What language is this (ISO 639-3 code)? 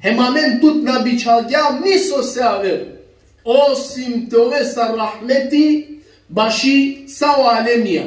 rmn